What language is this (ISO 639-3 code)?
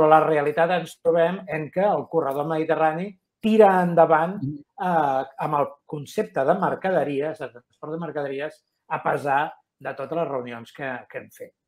cat